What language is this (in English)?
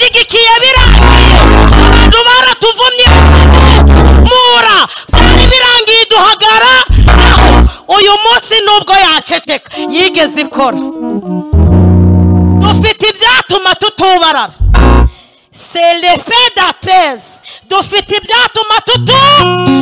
Kinyarwanda